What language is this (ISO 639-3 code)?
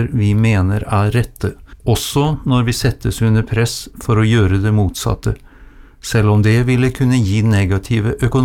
nor